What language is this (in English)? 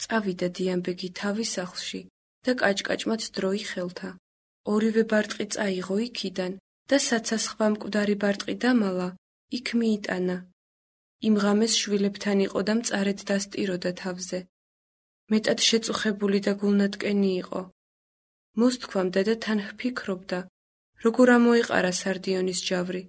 Georgian